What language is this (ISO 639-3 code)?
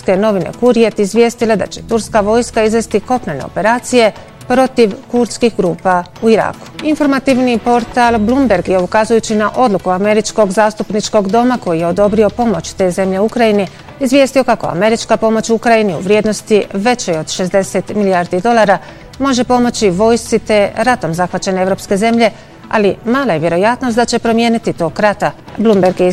bos